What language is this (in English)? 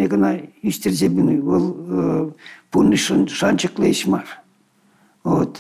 Chuvash